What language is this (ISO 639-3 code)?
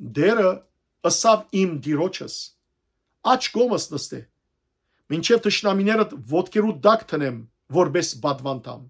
hyw